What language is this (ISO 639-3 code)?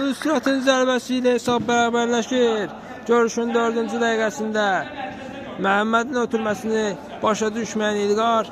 aze